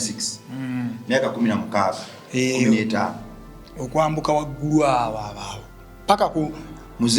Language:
Ganda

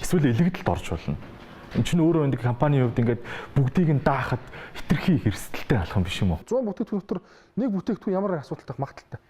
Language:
Mongolian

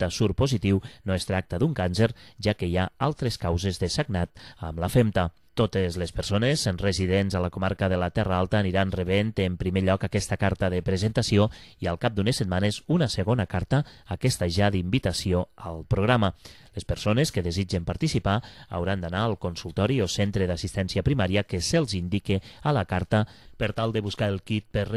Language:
Catalan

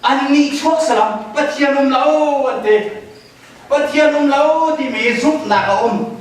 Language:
Hakha Chin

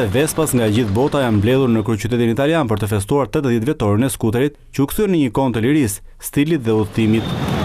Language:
Albanian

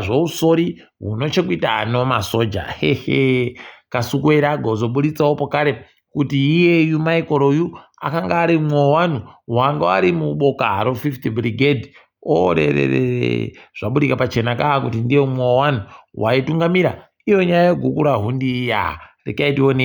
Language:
Ndau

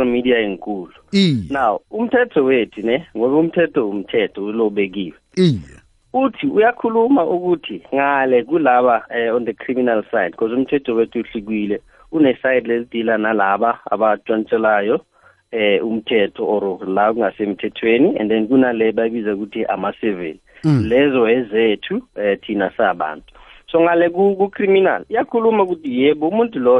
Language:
South Ndebele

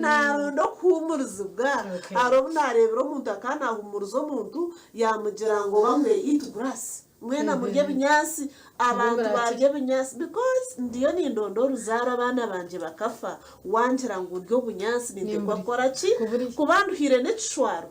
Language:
Nyankole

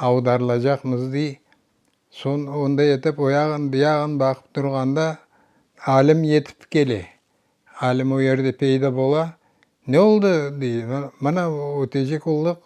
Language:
Crimean Tatar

